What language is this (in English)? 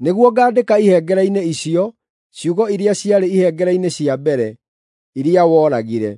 Kikuyu